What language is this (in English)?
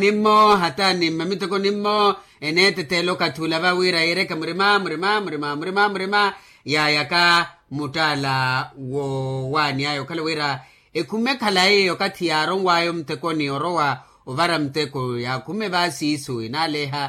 Makhuwa